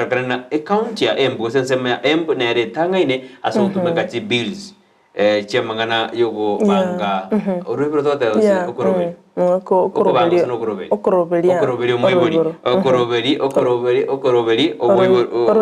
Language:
Gusii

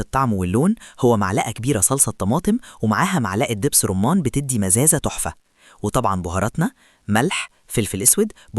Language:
Egyptian Arabic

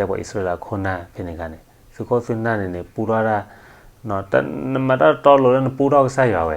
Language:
S'gaw Karen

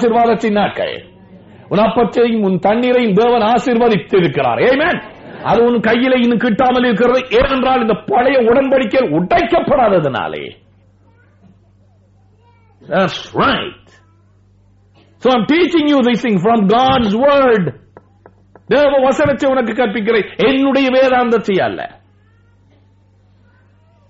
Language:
Tamil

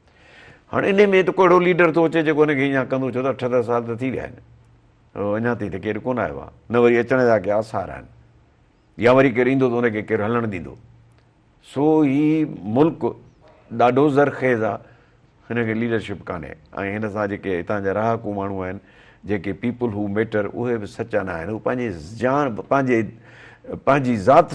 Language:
Sindhi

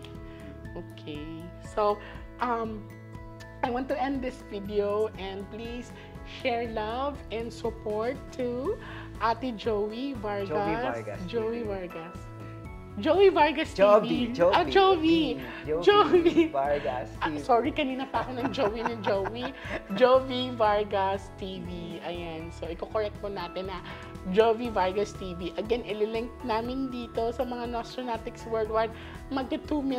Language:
Filipino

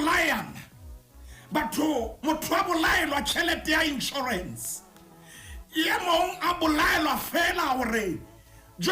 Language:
Southern Sotho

